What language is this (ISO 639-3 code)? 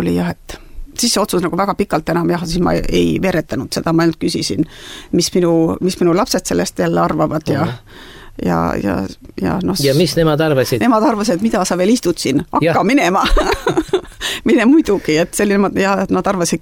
est